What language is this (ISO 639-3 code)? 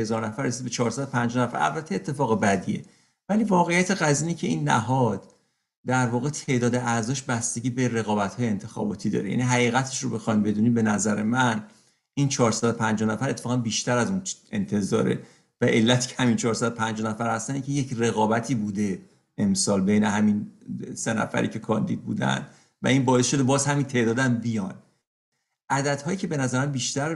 fas